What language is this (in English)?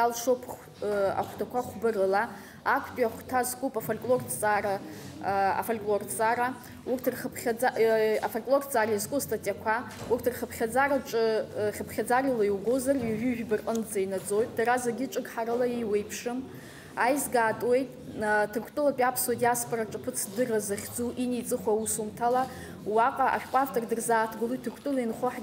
Abkhazian